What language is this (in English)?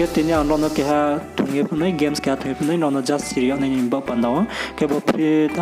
Riang (India)